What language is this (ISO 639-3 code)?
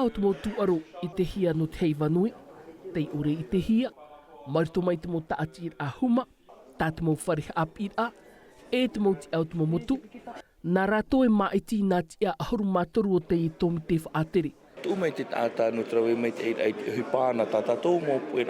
tah